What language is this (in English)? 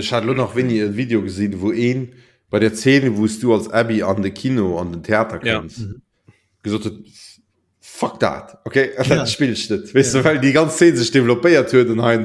Luxembourgish